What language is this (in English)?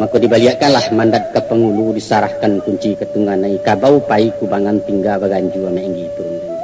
Minangkabau